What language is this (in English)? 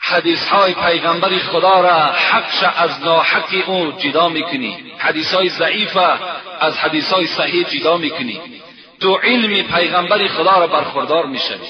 Tajik